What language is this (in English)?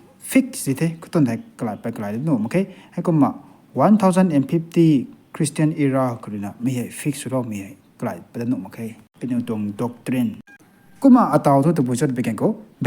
Rongmei Naga